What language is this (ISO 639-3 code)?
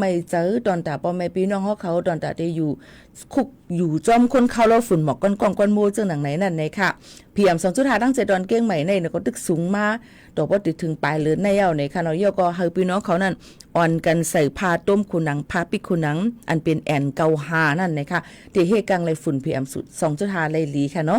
shn